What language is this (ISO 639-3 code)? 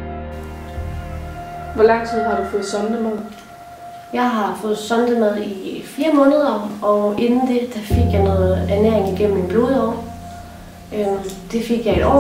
dan